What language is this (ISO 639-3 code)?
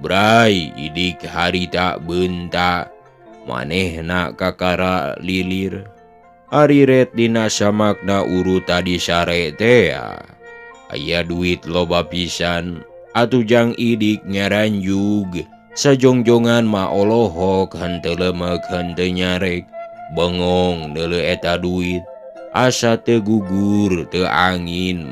sun